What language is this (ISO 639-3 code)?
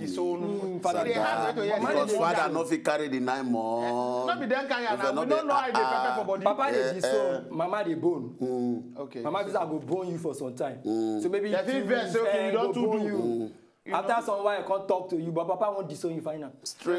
pcm